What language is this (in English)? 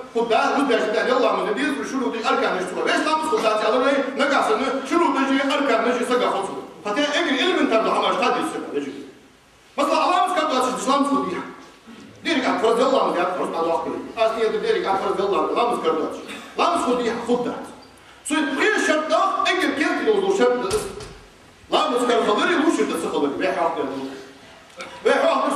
Ingush